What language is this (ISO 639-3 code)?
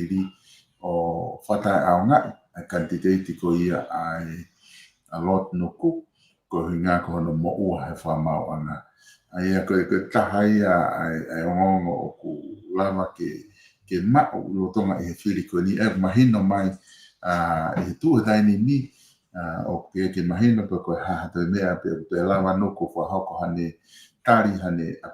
ton